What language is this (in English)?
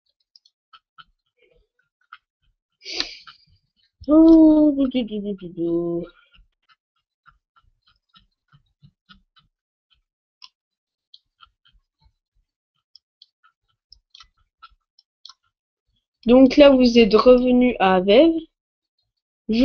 French